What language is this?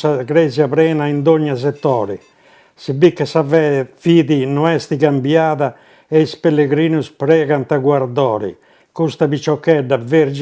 Sardinian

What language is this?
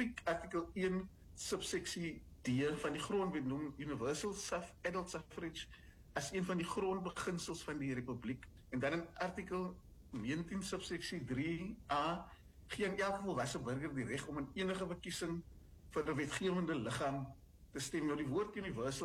Afrikaans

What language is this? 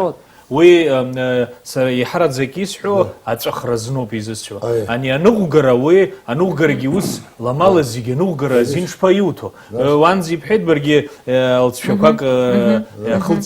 Abkhazian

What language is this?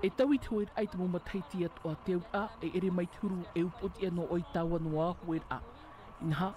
Tahitian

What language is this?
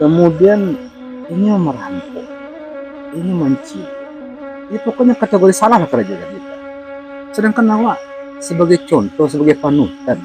Minangkabau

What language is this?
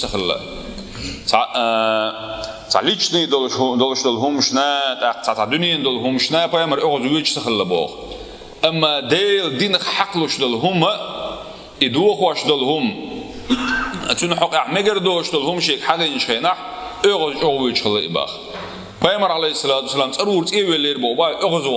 Chechen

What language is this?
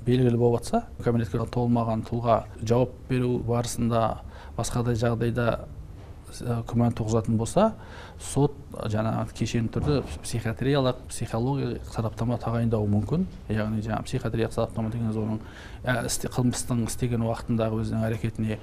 Kazakh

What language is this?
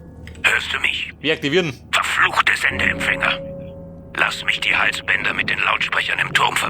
Bavarian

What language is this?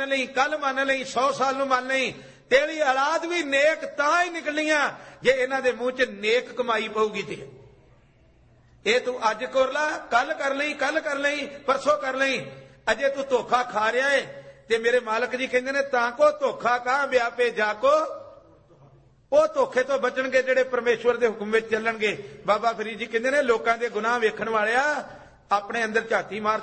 Punjabi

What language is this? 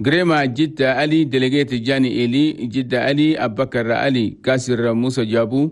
Chadian Arabic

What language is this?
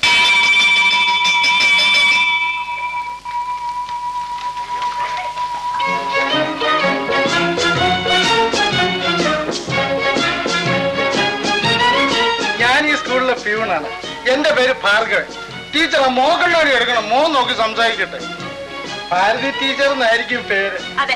Malayalam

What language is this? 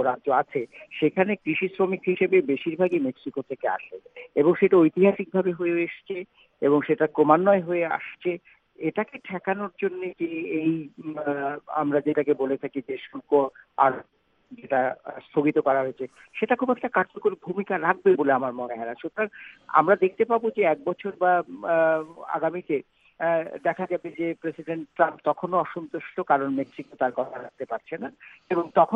Bangla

